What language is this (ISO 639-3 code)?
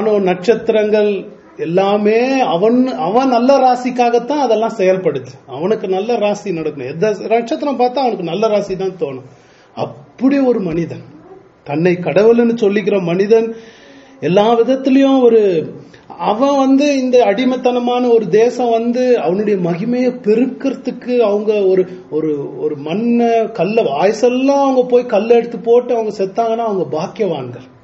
tam